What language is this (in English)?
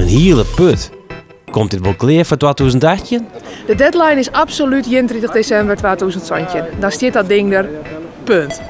Western Frisian